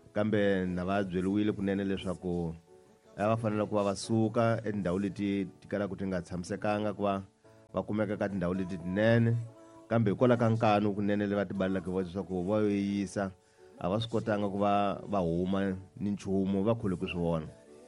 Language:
Tsonga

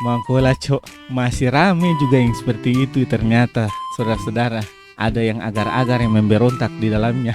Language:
Ambonese Malay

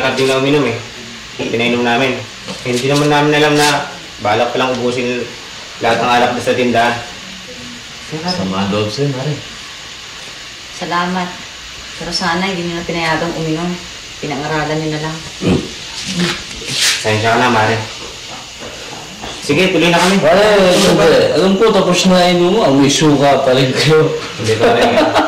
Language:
Filipino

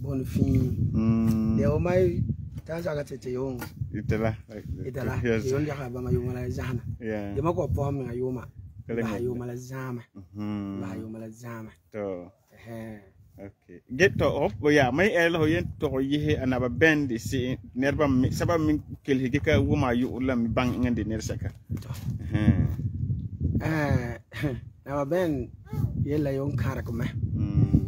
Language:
Frafra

